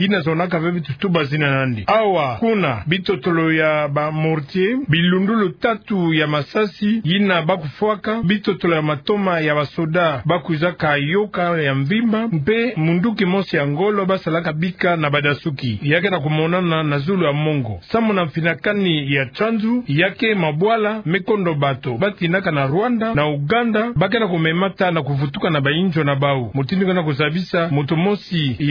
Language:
Kituba (Democratic Republic of Congo)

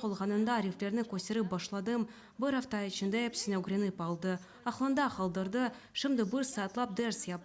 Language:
Crimean Tatar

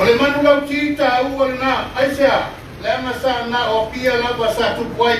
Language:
Samoan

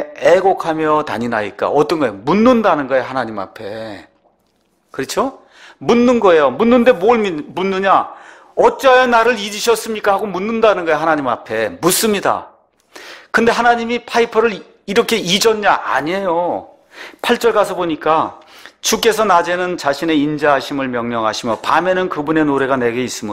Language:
Korean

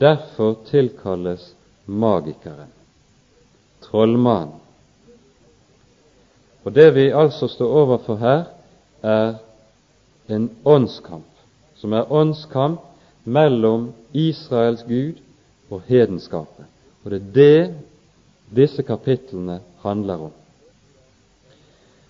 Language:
Norwegian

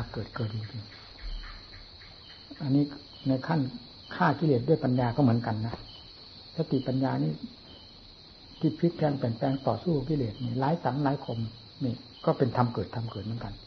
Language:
Thai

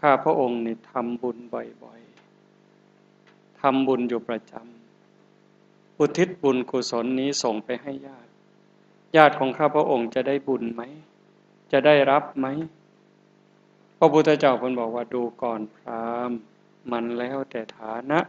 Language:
Northeastern Thai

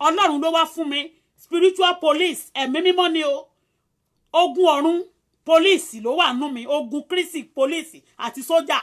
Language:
Yoruba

